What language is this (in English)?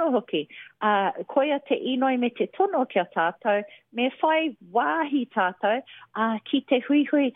Māori